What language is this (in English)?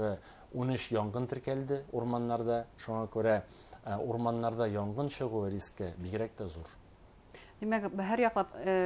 Bashkir